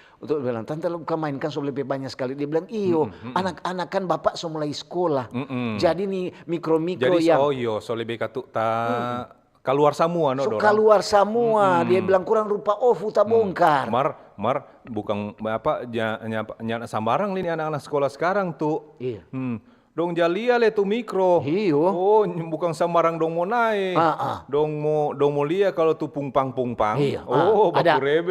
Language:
Manado Malay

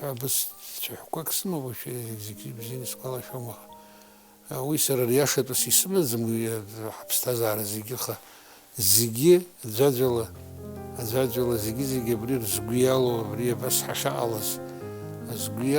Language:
Abkhazian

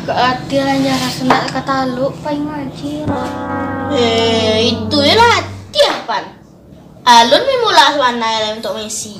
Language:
Minangkabau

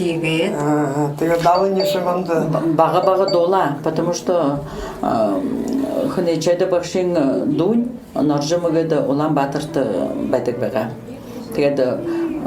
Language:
Buriat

